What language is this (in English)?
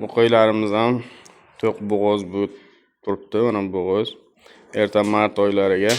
Uzbek